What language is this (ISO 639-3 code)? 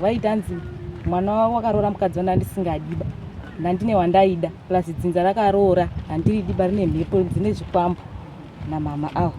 sna